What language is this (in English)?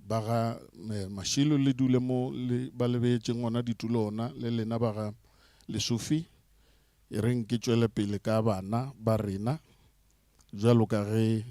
Northern Sotho